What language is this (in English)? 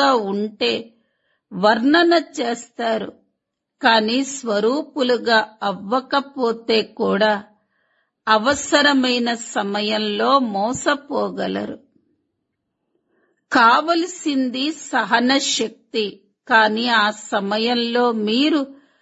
Telugu